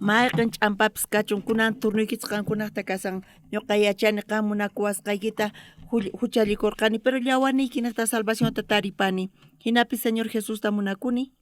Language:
South Bolivian Quechua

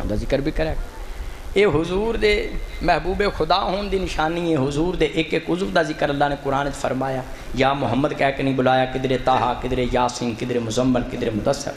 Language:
Saraiki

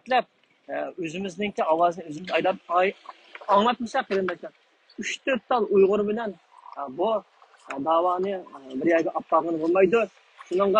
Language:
Uyghur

